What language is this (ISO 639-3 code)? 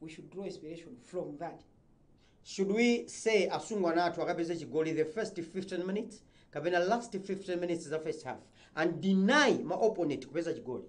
nya